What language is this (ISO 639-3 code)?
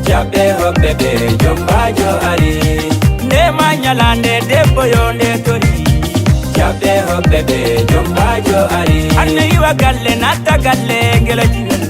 ful